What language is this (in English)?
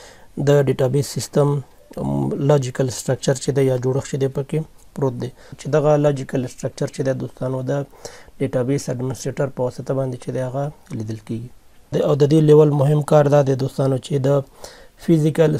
Pashto